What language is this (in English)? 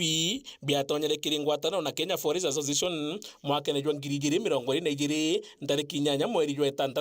Meru